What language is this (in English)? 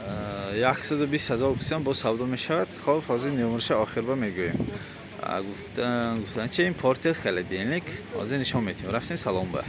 Tajik